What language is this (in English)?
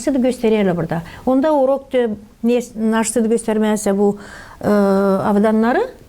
Gagauz